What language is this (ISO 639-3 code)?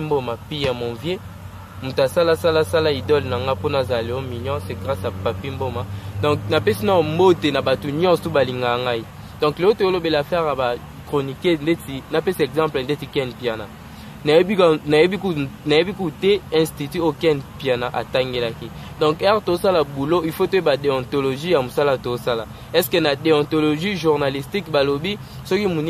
lin